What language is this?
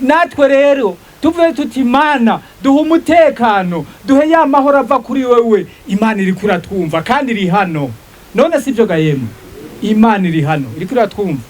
Rundi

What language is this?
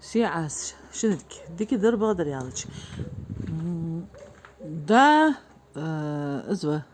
Ingush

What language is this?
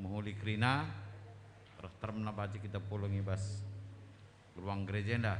Batak Karo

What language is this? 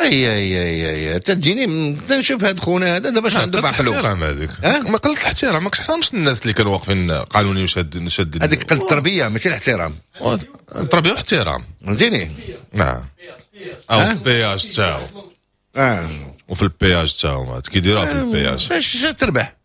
Moroccan Arabic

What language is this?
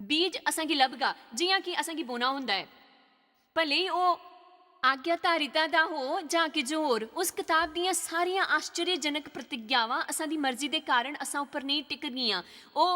Dogri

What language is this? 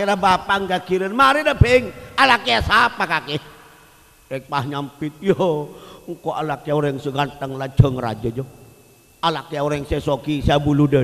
Madurese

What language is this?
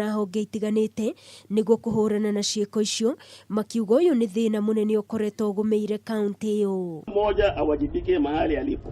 Kikuyu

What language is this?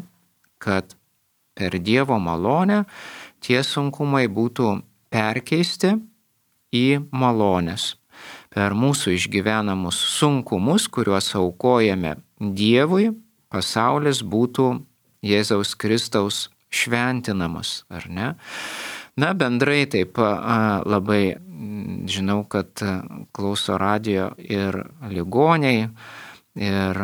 Lithuanian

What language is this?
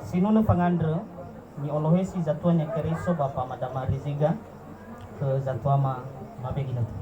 Nias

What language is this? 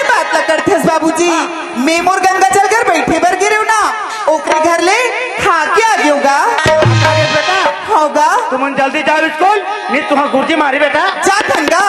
Chhattisgarhi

